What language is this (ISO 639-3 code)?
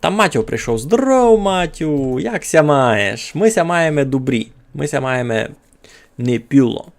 rue